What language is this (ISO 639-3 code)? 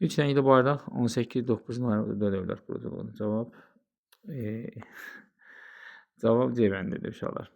aze